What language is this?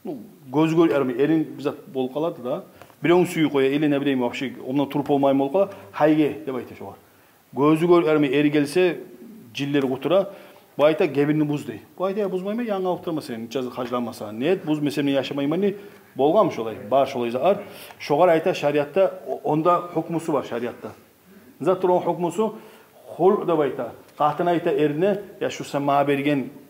Kumyk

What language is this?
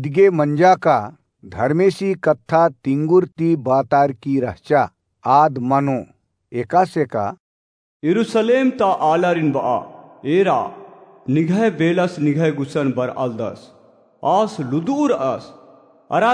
Kurukh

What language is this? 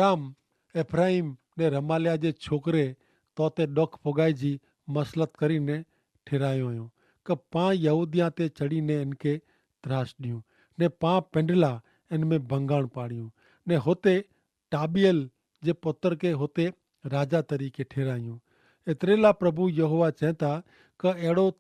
Kachhi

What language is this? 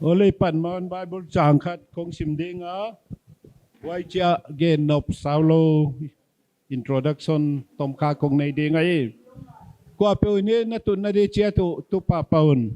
Paite Chin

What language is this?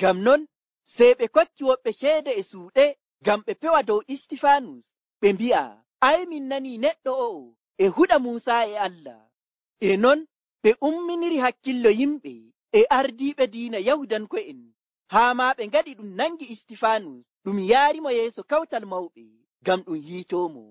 Nigerian Fulfulde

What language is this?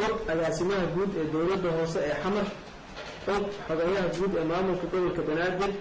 Somali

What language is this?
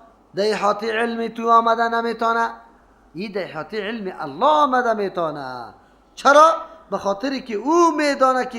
Persian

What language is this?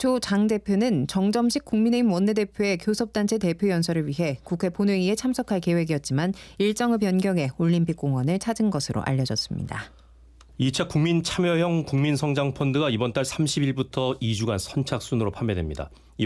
Korean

